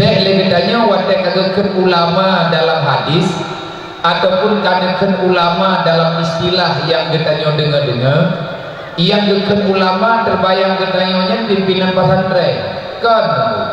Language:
Achinese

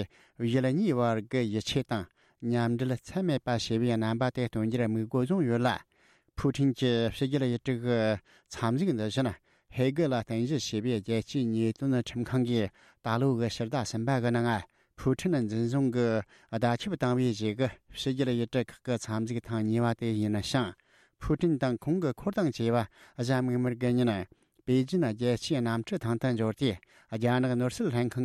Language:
Tibetan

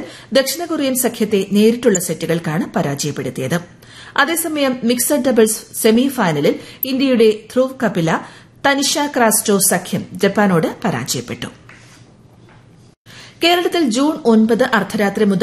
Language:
Malayalam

